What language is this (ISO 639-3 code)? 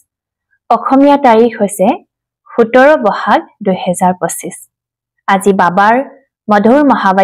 asm